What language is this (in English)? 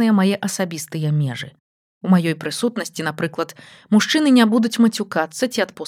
Belarusian